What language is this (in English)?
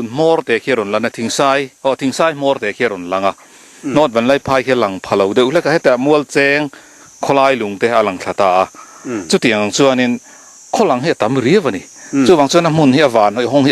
Mizo